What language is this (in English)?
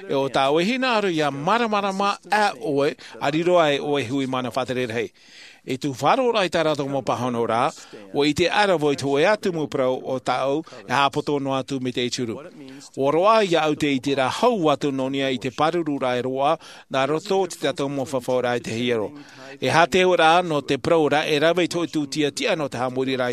Tahitian